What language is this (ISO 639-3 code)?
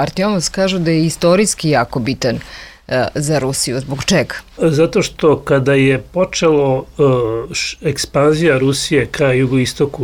srp